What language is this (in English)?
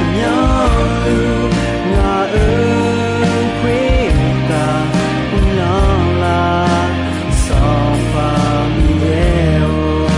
Akha